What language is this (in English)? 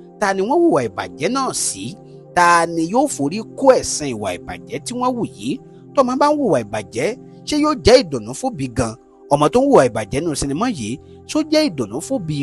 Yoruba